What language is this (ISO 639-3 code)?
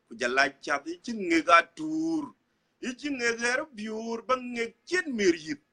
din